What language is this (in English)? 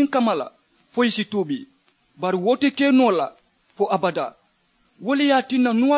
Mandingo